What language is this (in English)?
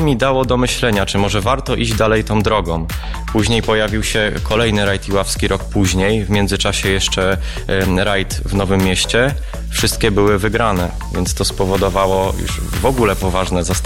Polish